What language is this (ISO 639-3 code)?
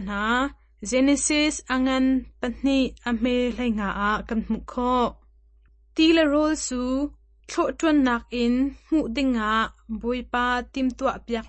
cnh